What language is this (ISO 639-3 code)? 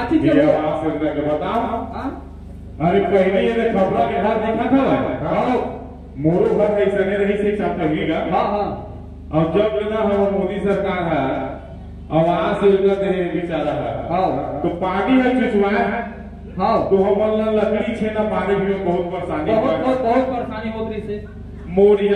hne